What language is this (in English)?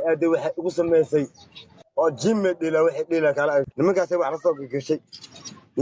Somali